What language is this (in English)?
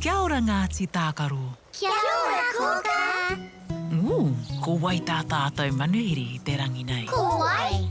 Māori